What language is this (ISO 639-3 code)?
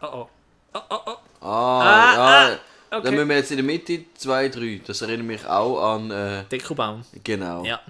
gsw